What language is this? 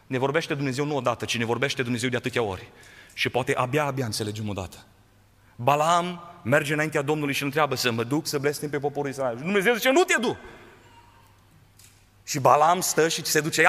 Romanian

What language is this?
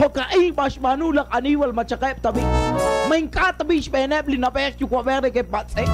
Kekchí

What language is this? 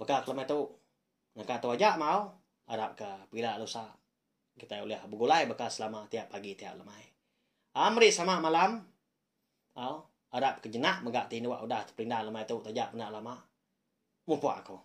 Iban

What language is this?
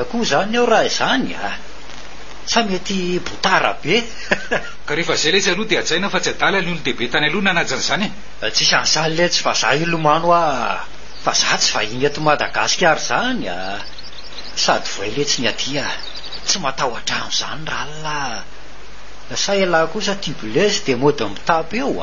Malagasy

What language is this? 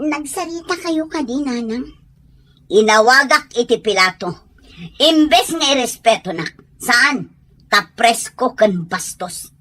Iloko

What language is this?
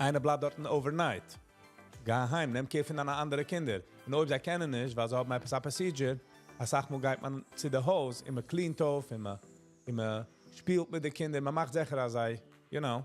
Yiddish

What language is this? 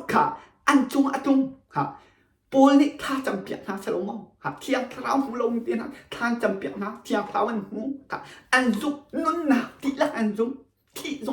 Hakha Chin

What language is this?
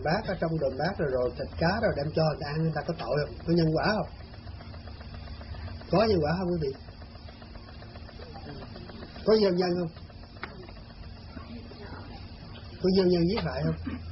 Vietnamese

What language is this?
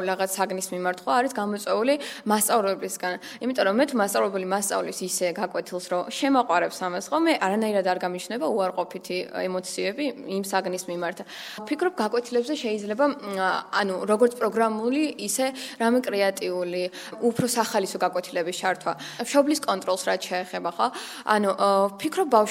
Georgian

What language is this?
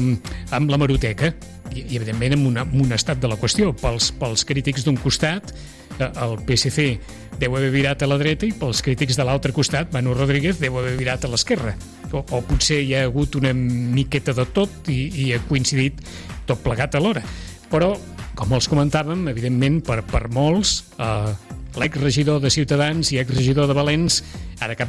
Catalan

